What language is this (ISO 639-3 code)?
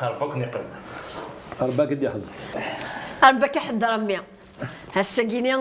kab